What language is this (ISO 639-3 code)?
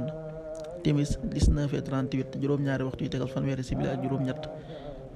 wol